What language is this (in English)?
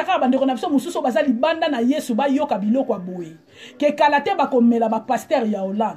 Lingala